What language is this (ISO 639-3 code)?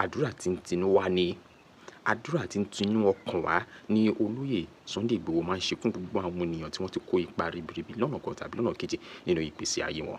yor